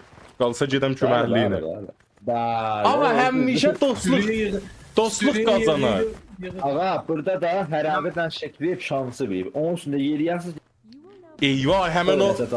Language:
South Azerbaijani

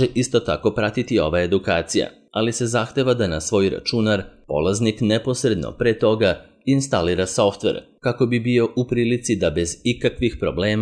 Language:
Serbian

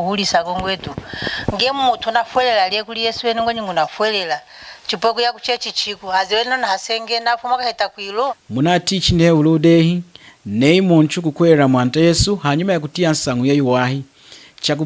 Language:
Lunda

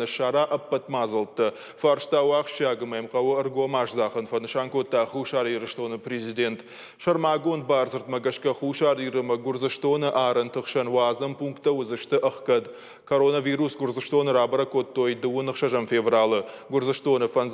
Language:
Ossetic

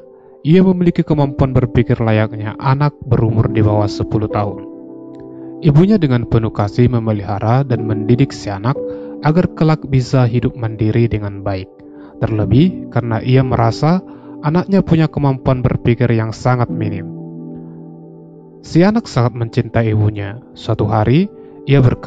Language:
Indonesian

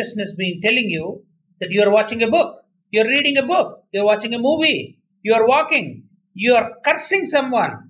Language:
Telugu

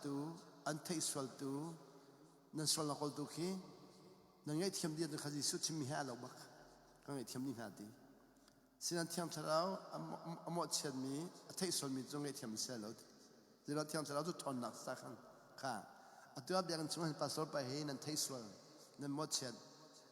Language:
Hakha Chin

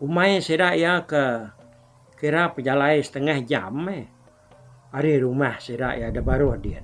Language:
Iban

